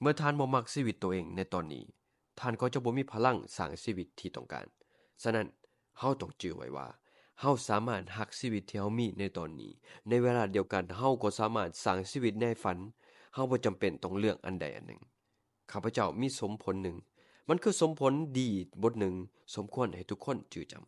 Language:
Lao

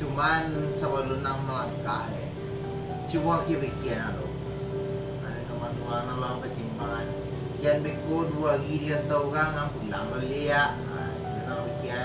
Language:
Minangkabau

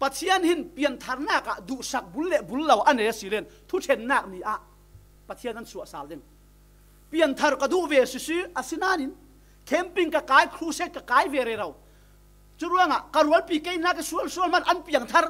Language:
Falam Chin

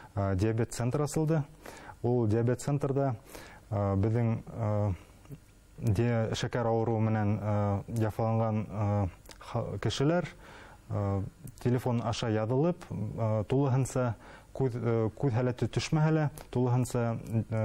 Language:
Bashkir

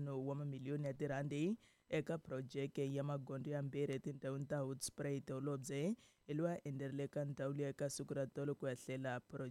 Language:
Tsonga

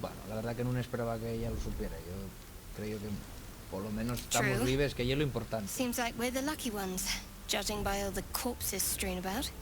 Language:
Asturian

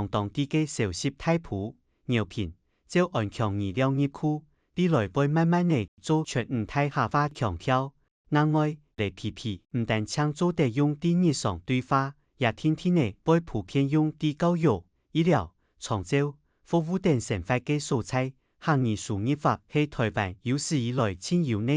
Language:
Hakka Chinese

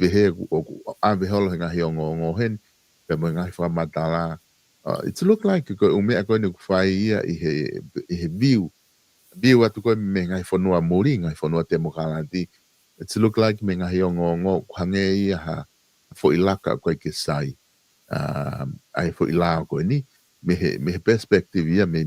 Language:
Tongan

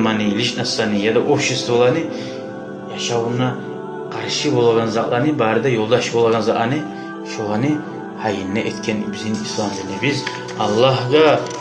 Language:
Kumyk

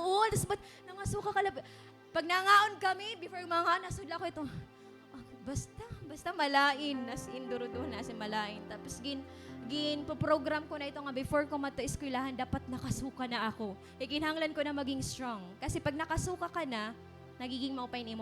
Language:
Waray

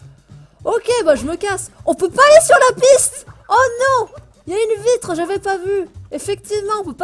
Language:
French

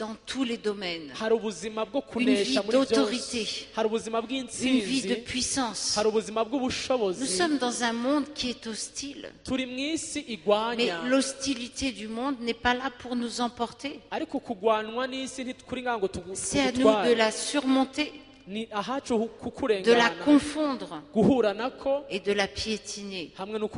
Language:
Kinyarwanda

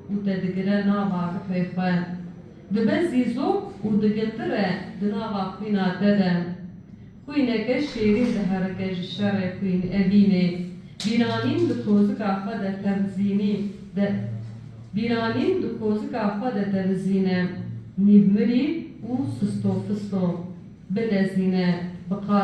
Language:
Kurdish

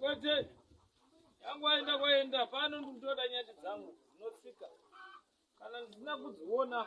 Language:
Shona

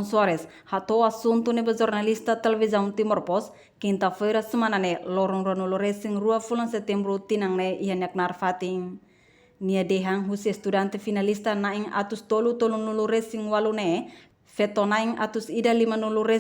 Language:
Tetum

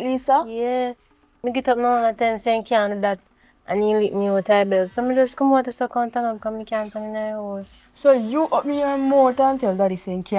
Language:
Jamaican Creole English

